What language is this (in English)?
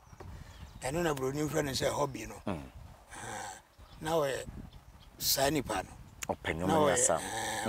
Akan